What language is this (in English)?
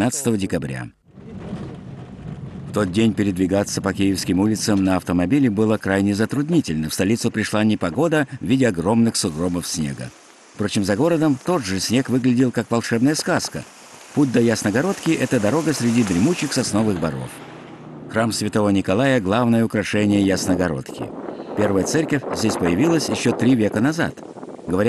Russian